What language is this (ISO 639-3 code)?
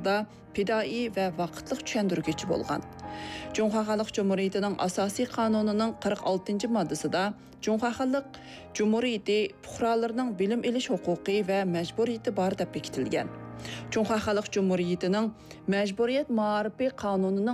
uig